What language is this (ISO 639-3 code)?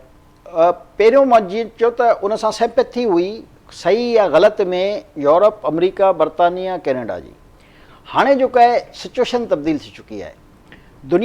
snd